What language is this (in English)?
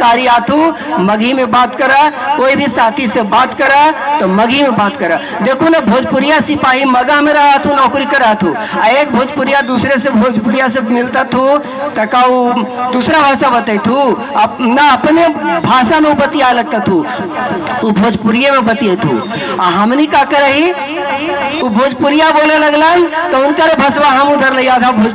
Magahi